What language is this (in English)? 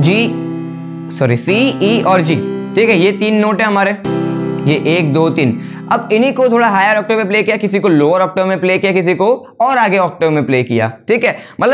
Hindi